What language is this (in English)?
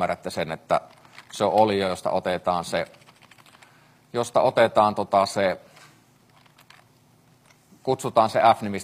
Finnish